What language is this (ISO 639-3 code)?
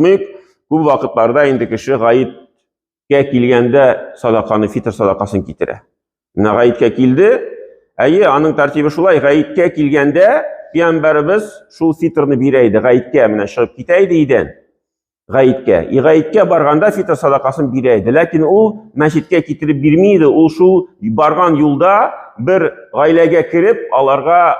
tat